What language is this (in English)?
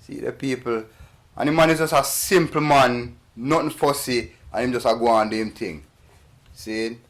Jamaican Creole English